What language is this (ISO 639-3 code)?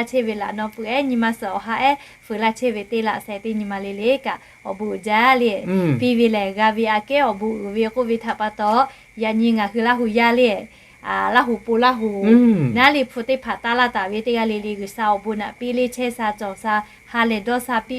lhu